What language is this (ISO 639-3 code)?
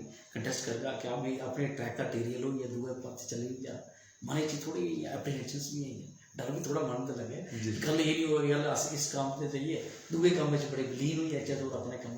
doi